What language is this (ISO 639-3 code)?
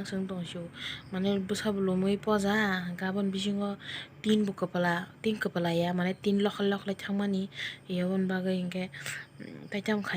trp